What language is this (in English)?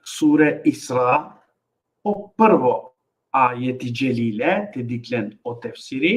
Balkan Romani